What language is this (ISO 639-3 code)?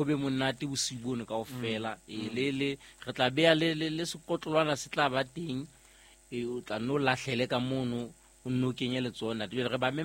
sot